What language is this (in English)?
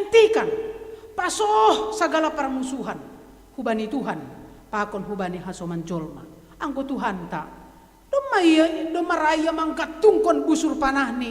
Batak Simalungun